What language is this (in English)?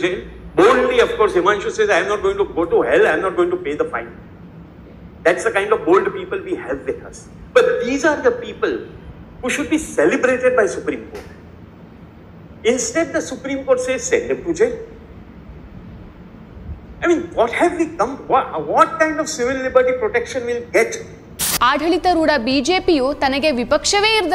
Kannada